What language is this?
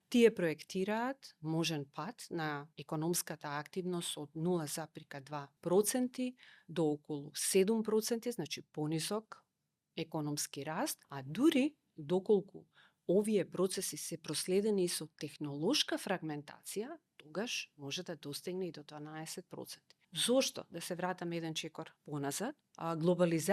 Macedonian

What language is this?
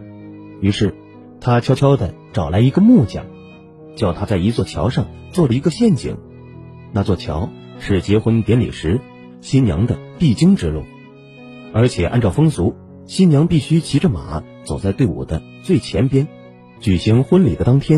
Chinese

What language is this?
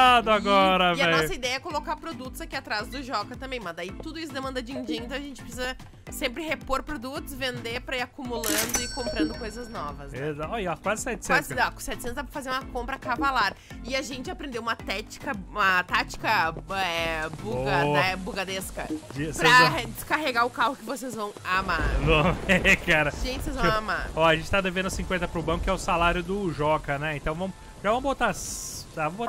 Portuguese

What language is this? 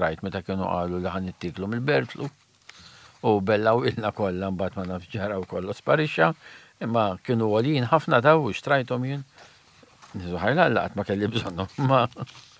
Maltese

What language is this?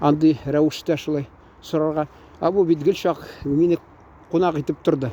Tatar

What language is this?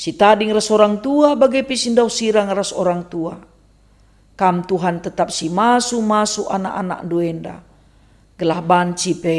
Batak Karo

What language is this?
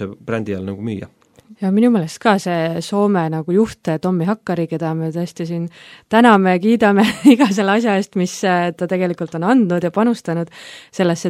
Estonian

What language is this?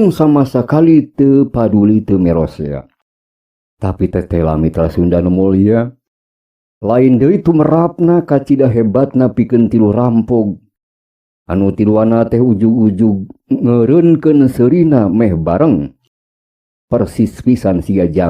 Sundanese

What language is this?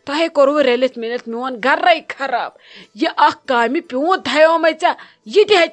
Kashmiri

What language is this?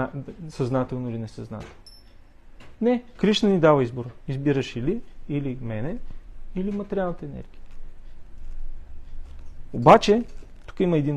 Bulgarian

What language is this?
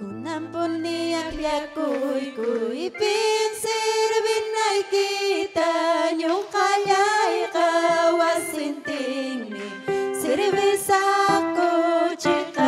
Ayacucho Quechua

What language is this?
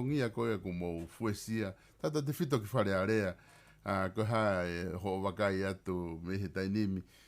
Tongan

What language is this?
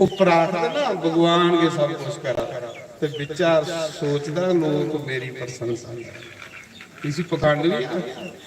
Dogri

